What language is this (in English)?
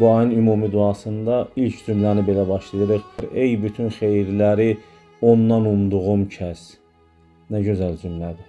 Azerbaijani